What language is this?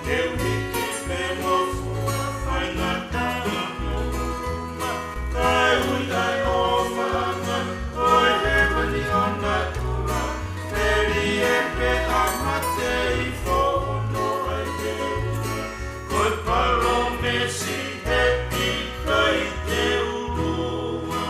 Tongan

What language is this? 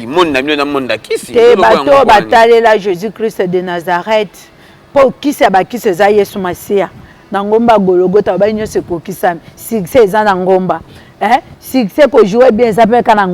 Lingala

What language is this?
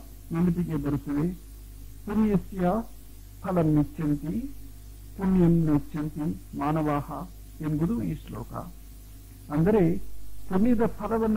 Kannada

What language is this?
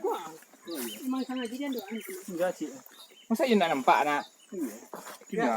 Minangkabau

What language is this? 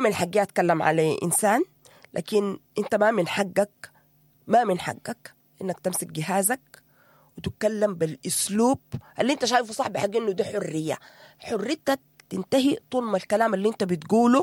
Sudanese Arabic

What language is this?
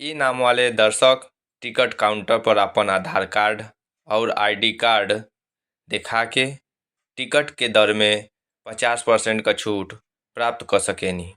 Bhojpuri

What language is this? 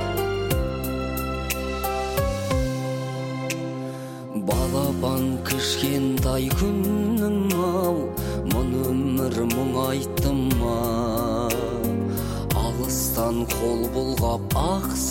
Kazakh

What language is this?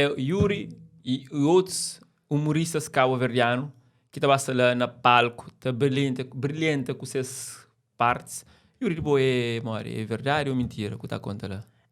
Kabuverdianu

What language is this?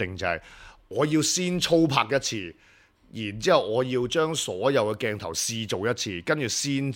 Cantonese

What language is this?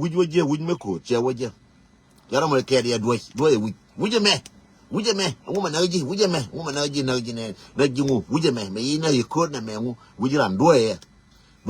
Nuer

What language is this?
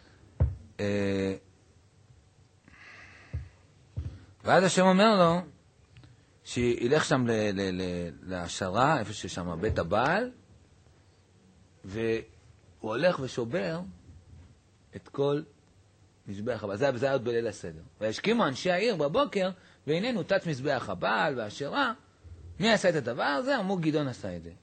Hebrew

